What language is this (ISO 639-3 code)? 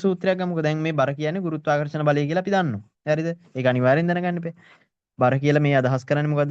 sin